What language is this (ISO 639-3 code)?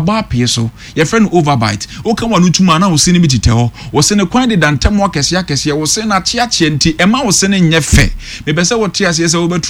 aka